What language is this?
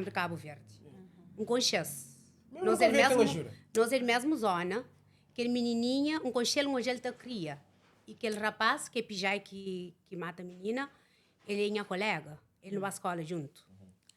Kabuverdianu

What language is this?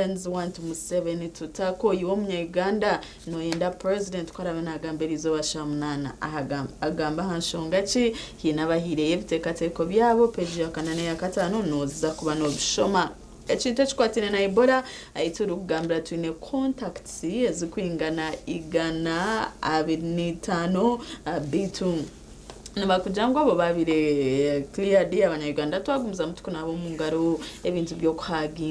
Nyankole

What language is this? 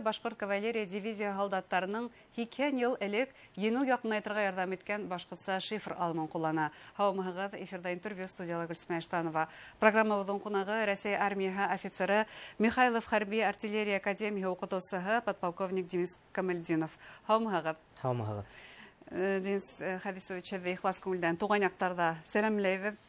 Bashkir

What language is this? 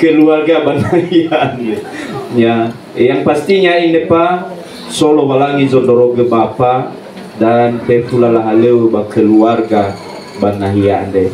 Nias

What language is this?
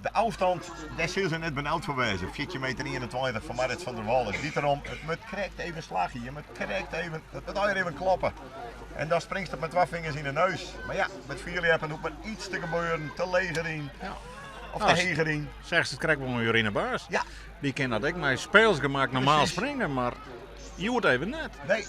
Western Frisian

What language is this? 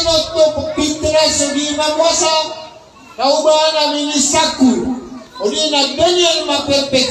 Maranao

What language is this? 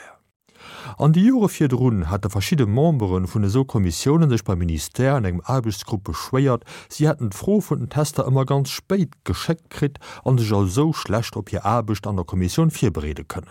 Luxembourgish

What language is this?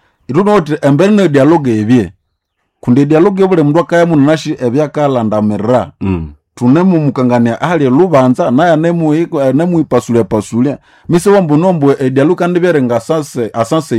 Nande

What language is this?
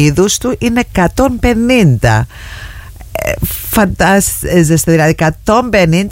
Greek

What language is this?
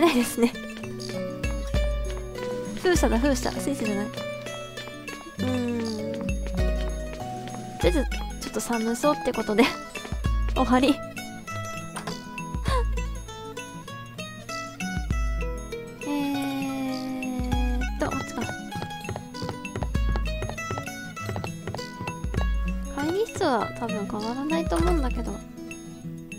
Japanese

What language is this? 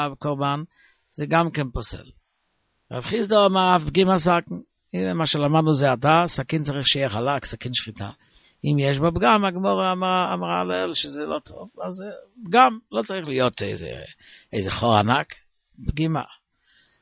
Hebrew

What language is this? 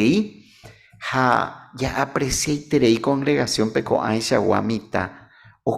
Guarani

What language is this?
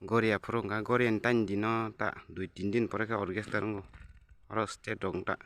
Kok Borok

